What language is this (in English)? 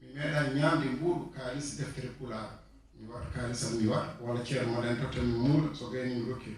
Fula